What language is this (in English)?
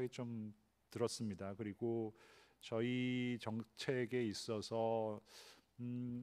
Korean